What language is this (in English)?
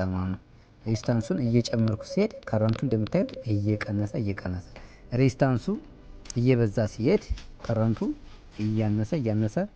Amharic